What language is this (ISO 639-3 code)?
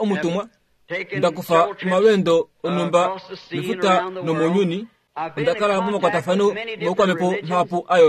kua